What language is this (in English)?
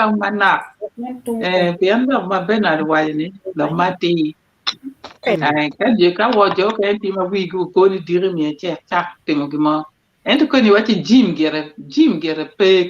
Acoli